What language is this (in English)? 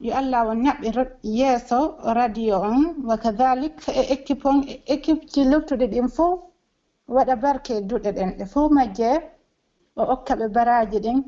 Pular